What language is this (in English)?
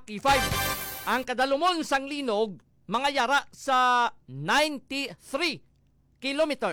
Hiligaynon